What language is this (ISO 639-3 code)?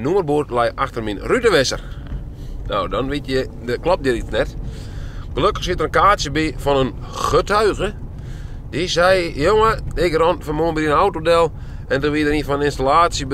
fry